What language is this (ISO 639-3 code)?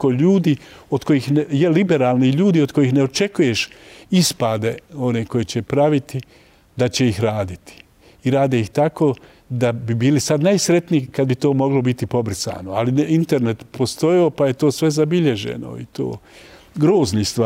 bos